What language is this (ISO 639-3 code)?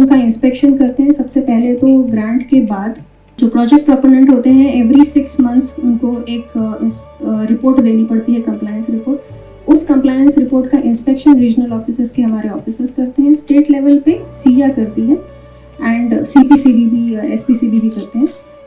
hin